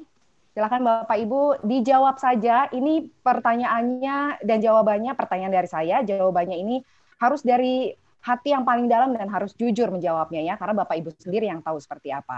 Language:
Indonesian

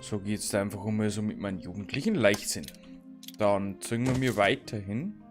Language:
Bavarian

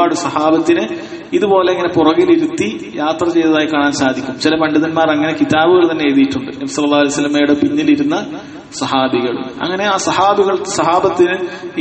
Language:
Malayalam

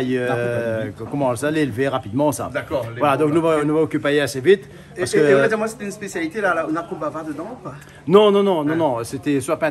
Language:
Réunion Creole French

